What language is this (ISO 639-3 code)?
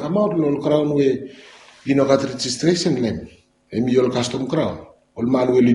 bis